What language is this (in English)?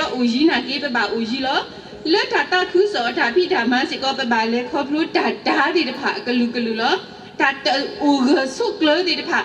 S'gaw Karen